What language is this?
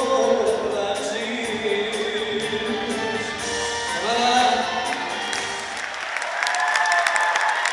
Croatian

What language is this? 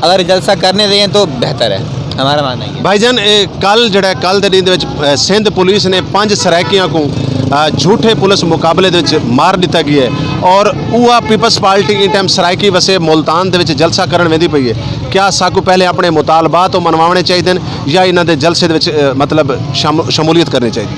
Saraiki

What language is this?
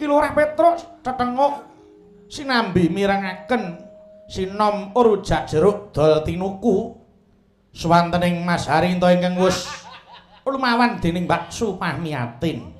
Javanese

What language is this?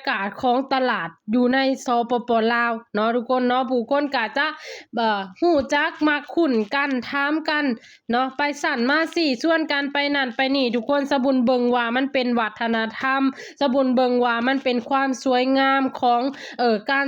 Lao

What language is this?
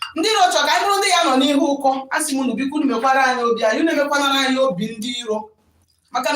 Igbo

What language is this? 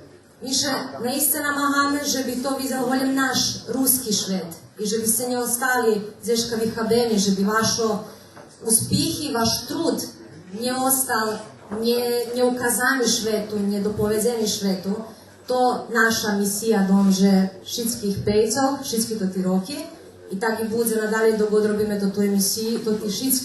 Rusyn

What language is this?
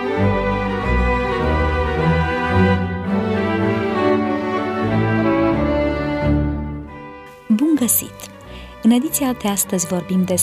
Romanian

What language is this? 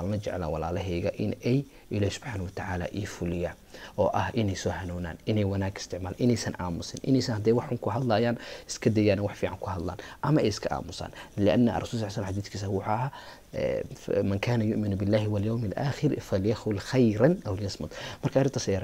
Somali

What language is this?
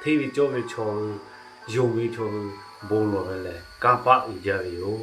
Lahu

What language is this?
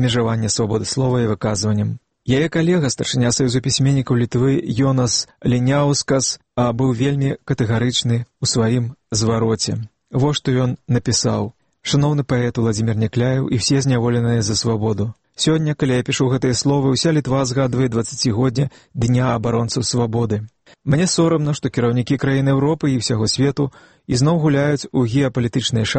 Belarusian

